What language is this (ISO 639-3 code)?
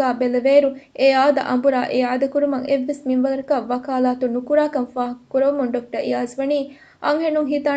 div